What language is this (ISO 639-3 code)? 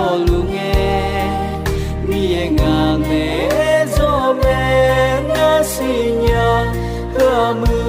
ahk